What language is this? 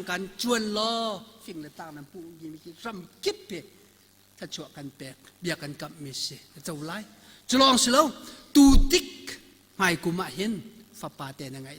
Hakha Chin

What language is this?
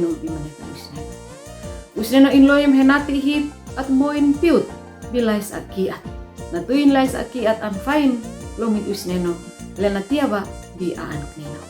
Uab Meto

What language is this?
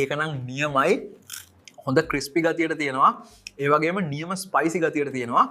Sinhala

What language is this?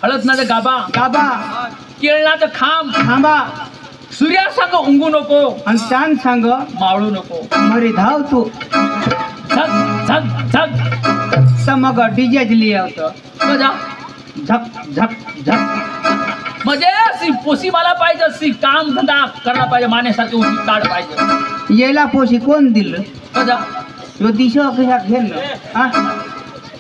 Marathi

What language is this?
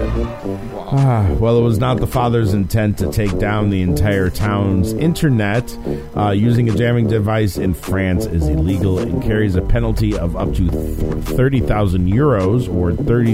English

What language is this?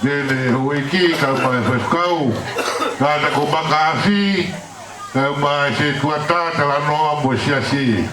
Tongan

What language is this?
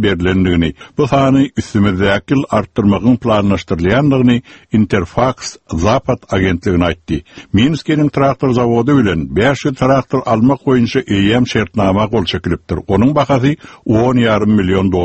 Turkmen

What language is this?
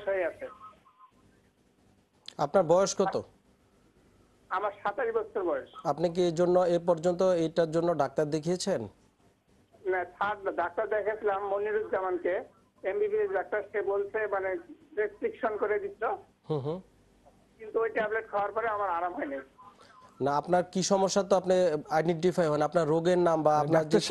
Bangla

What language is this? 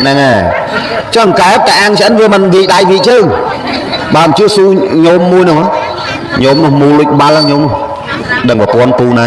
Khmer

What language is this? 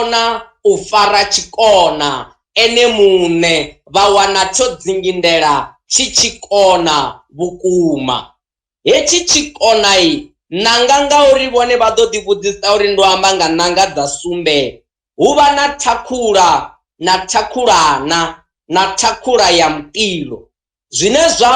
Venda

